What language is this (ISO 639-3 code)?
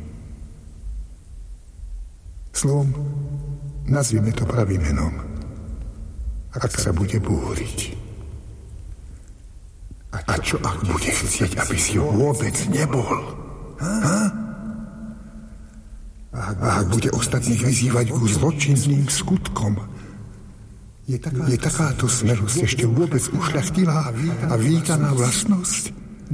slk